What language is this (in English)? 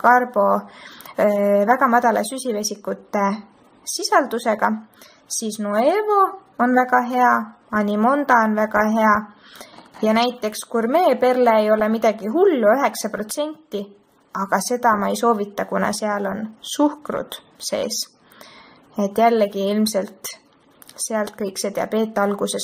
Estonian